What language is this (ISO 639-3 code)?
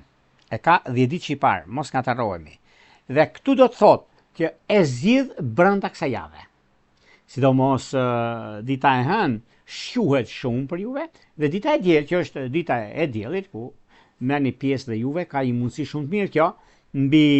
sqi